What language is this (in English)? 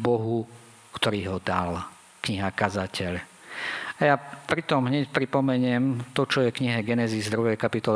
Slovak